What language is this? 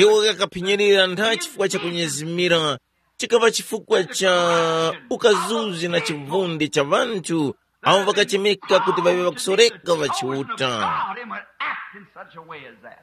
Tumbuka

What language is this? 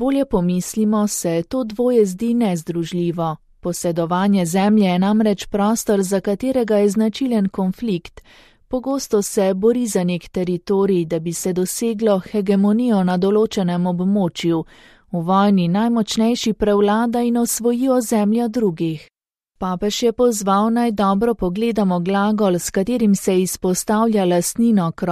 Slovenian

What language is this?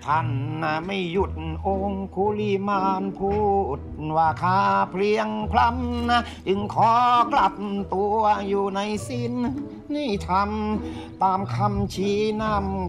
Thai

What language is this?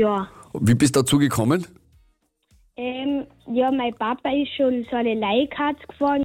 German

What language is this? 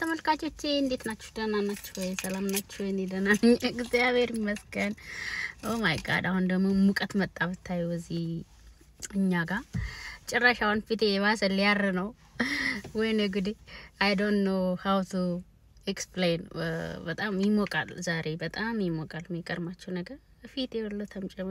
Amharic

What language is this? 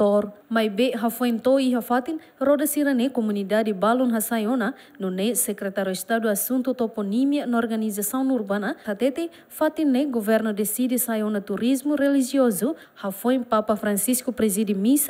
Tetum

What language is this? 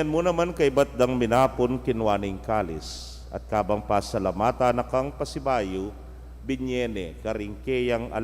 Pampanga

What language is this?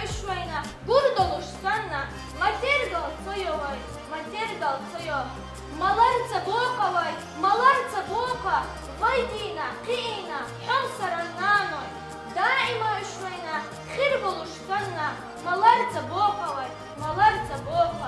Chechen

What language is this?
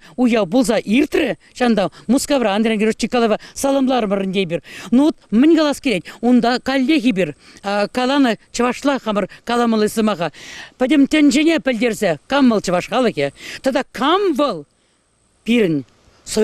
Chuvash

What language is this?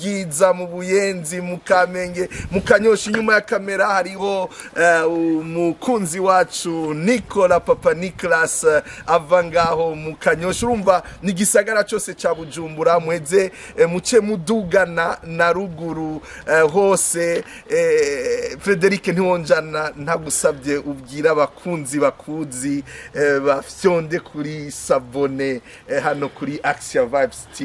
Rundi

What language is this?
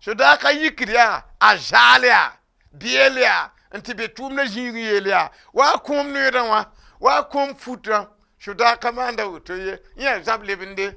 Mossi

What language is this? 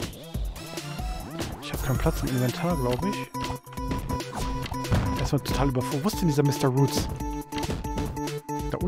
German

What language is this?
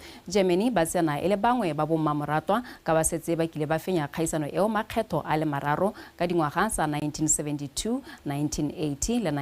Tswana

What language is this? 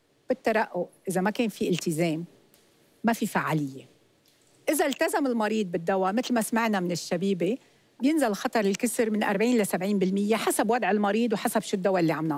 North Levantine Arabic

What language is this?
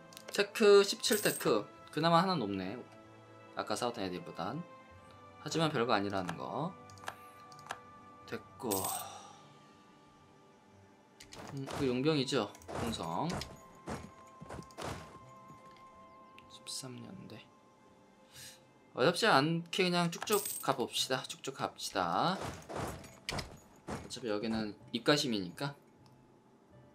Korean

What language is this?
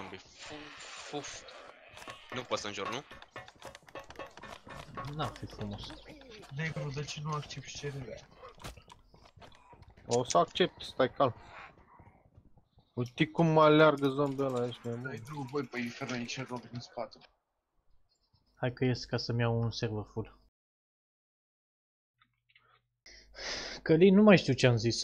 Romanian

